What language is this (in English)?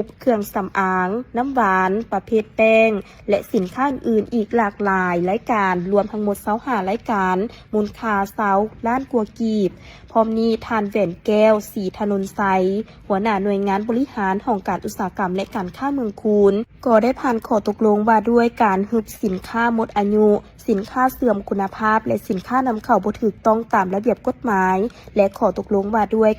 Lao